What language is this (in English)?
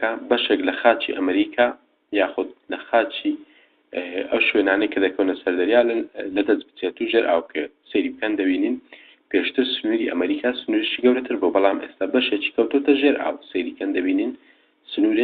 Central Kurdish